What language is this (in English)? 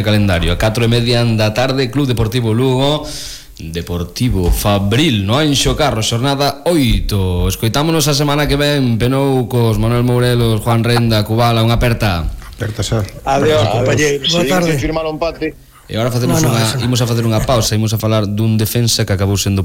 Galician